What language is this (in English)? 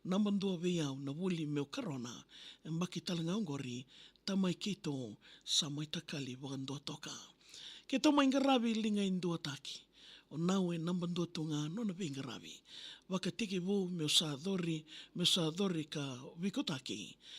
Fijian